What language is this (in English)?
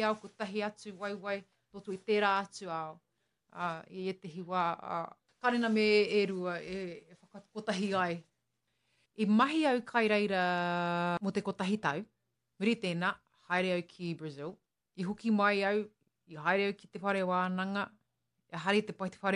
Māori